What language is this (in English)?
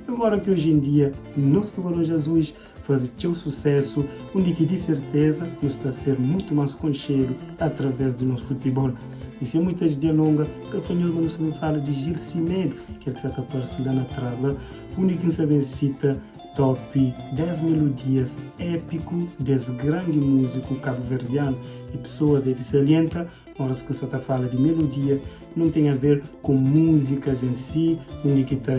Kabuverdianu